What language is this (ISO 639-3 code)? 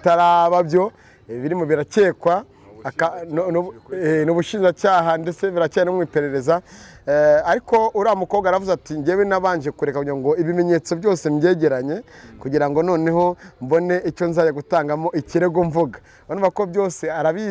kin